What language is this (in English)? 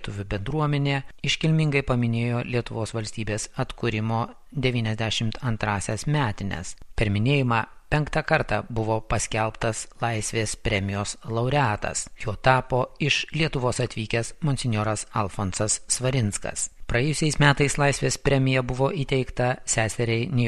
Lithuanian